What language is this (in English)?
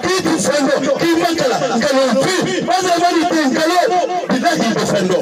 Bambara